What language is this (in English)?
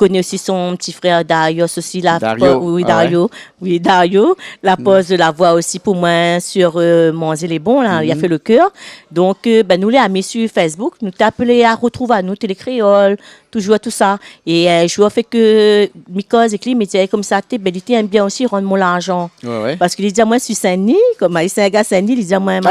Réunion Creole French